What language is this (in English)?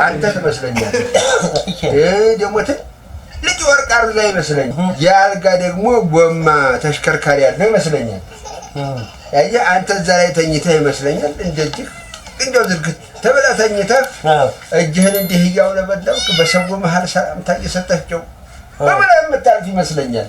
Amharic